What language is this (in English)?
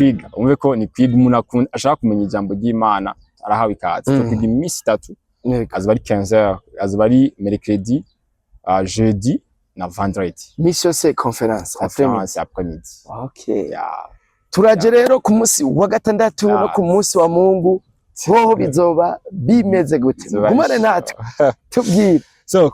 Rundi